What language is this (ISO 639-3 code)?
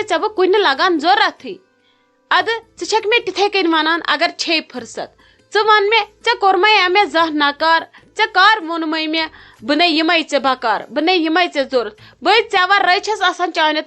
kas